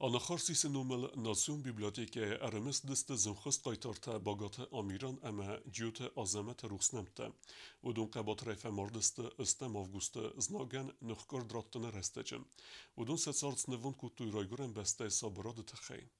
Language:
Ossetic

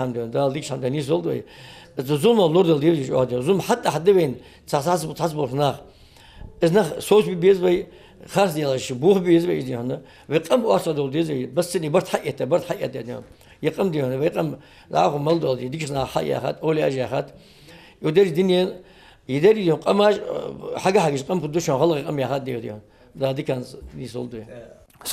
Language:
Ingush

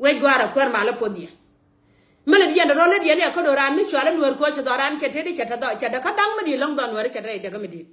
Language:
Nuer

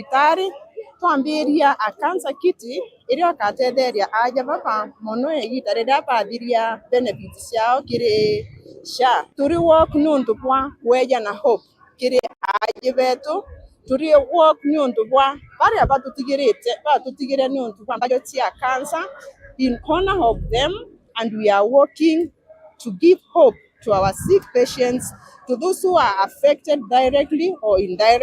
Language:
Meru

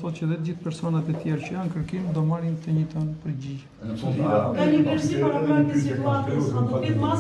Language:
Albanian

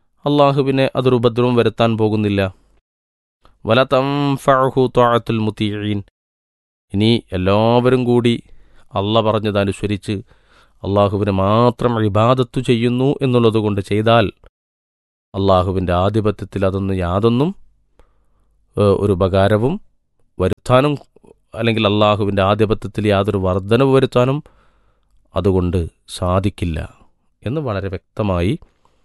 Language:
Malayalam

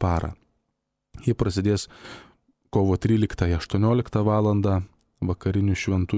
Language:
Lithuanian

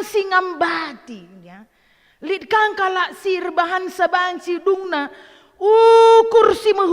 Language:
Batak Karo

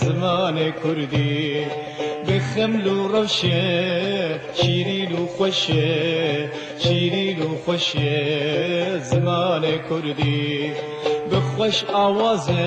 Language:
Kurdish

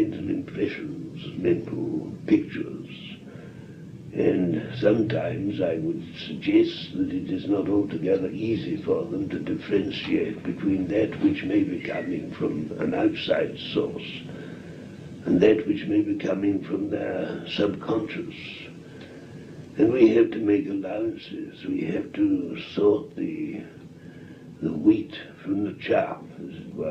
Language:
English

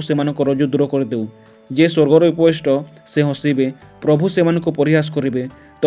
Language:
Odia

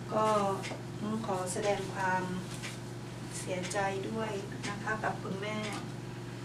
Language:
Thai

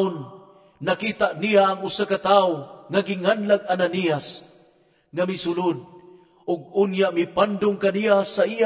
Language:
Cebuano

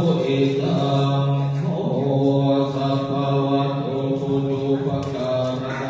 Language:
Pali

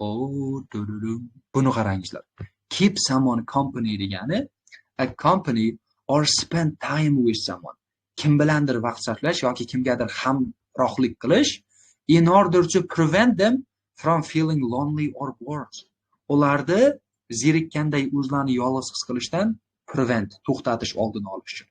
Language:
Uzbek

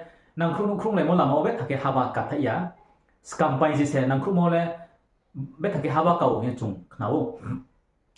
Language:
Riang (India)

